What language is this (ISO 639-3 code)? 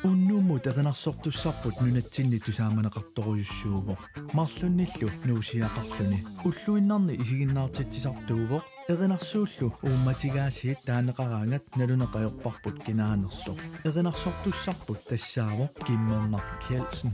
kal